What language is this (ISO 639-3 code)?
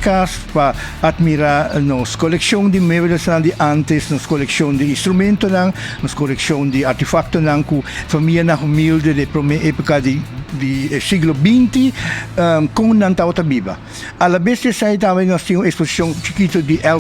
pap